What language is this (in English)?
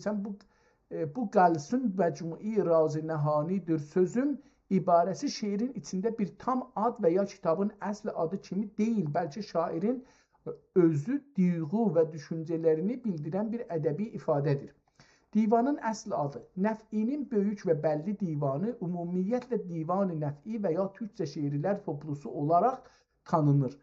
South Azerbaijani